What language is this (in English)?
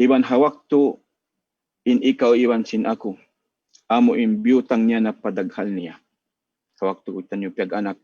Tausug